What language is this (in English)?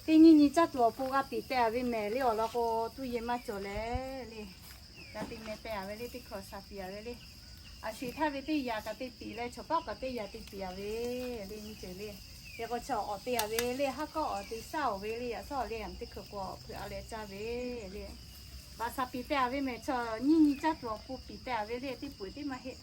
Lahu